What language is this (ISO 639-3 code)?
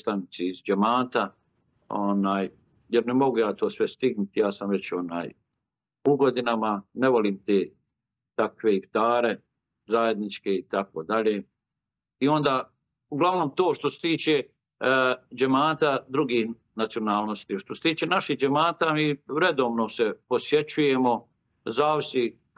bos